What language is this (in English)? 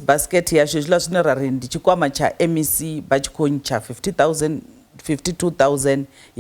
Venda